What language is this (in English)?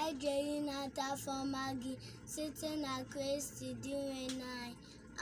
Igbo